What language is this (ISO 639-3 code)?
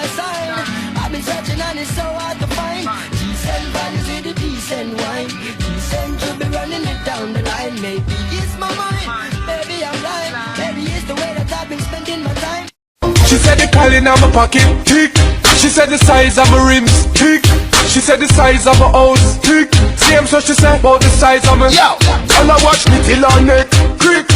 jam